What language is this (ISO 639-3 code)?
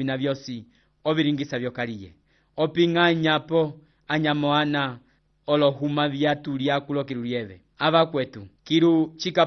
umb